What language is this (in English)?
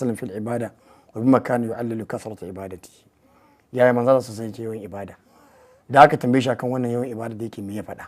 Hausa